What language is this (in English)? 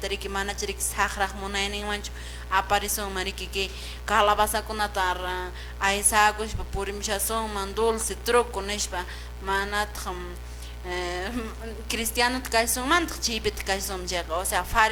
Quechua